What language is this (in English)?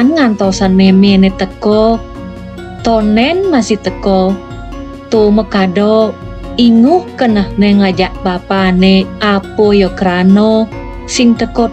Balinese